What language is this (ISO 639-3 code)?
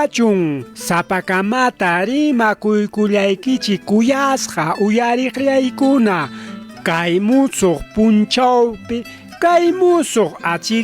quy